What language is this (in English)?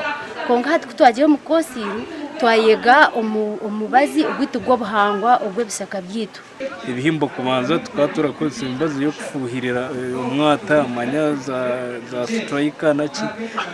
Nyankole